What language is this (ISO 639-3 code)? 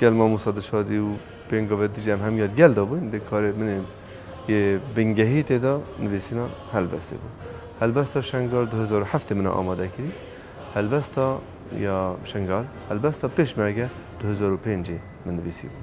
kur